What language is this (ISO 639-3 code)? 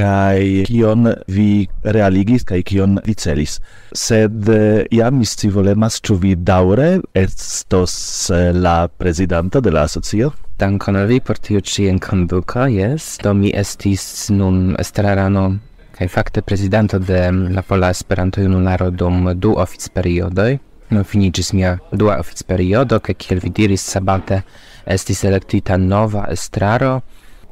epo